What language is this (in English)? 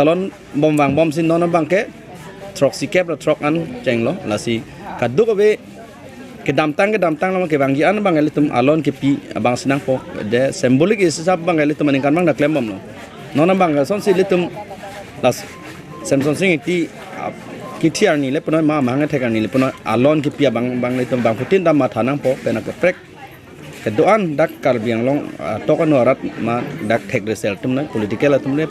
Karbi